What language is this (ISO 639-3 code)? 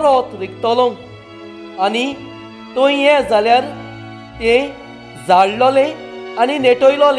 kok